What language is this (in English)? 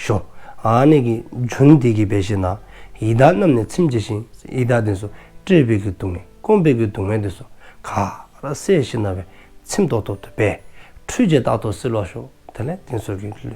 Dzongkha